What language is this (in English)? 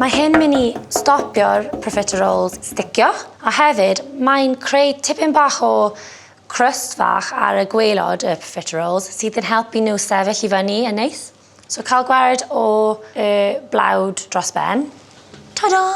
Welsh